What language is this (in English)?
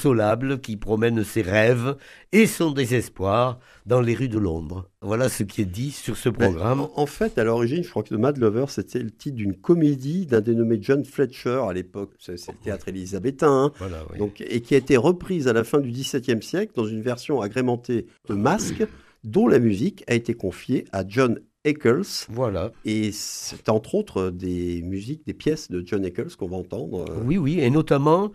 French